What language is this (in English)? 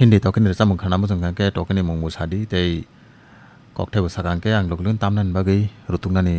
Kok Borok